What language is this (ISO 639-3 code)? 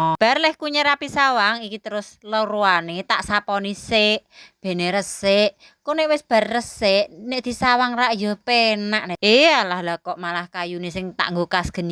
jav